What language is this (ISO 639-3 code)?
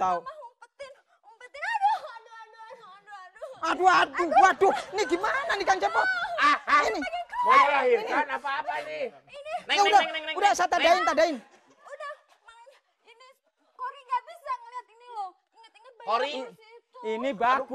bew